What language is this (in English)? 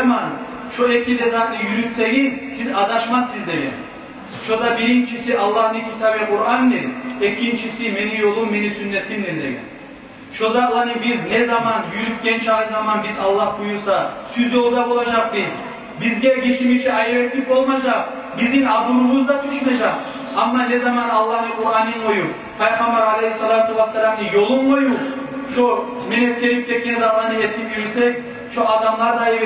Kumyk